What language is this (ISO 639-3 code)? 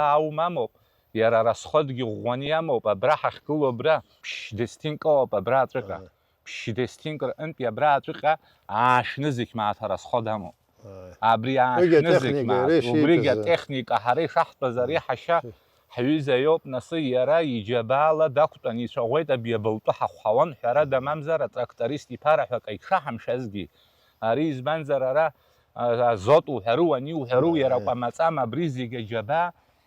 abk